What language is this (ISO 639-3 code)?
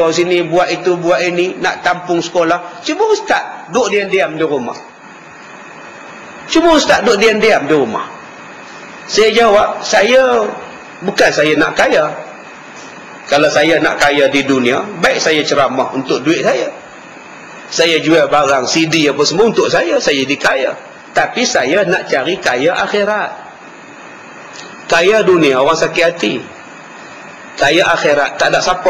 msa